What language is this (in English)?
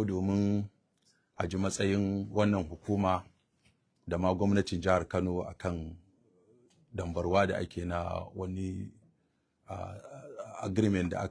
Hausa